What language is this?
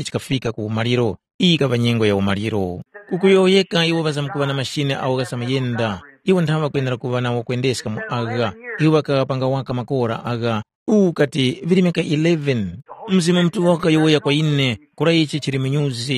Tumbuka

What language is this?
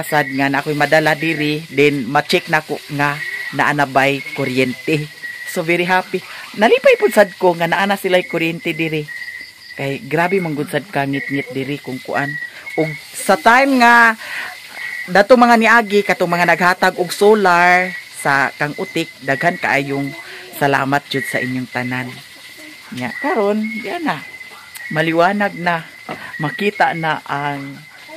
Cebuano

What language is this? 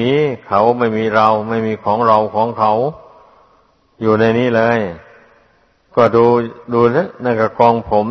Thai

